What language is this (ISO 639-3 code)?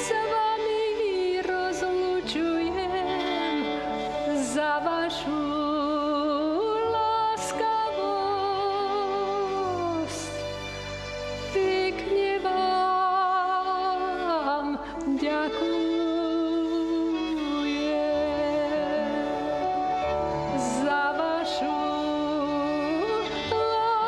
slk